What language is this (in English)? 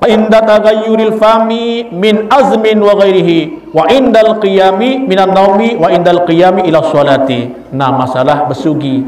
Sasak